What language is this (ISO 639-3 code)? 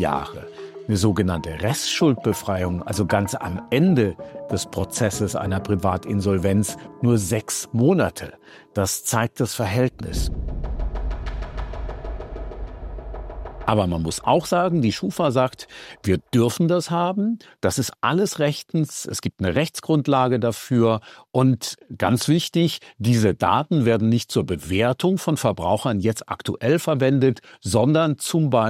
deu